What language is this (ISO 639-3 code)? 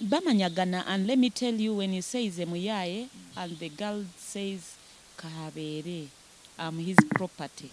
nyn